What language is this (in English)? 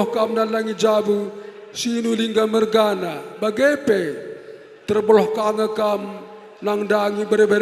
Batak Karo